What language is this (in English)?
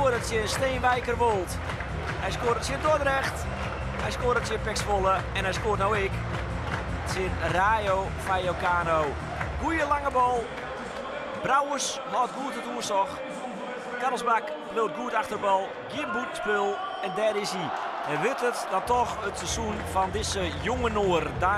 Western Frisian